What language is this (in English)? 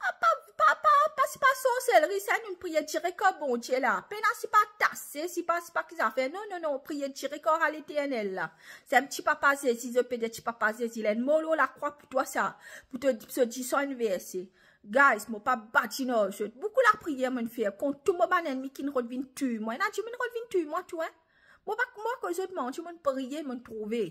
Morisyen